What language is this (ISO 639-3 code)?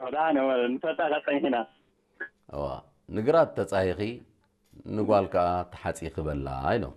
tig